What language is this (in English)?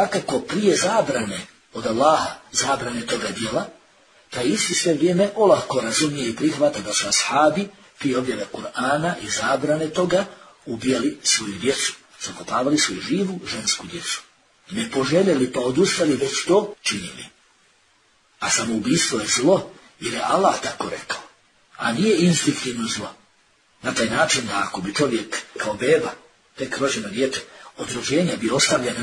Bosnian